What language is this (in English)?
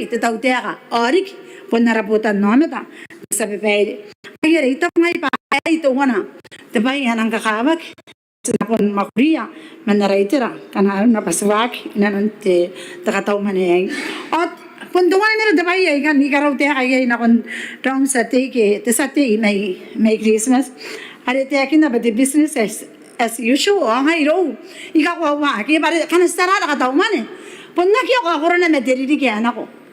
Gilbertese